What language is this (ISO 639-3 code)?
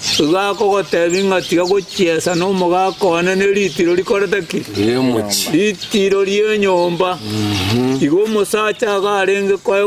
guz